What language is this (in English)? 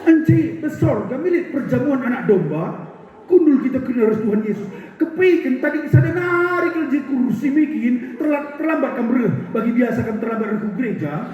Batak Karo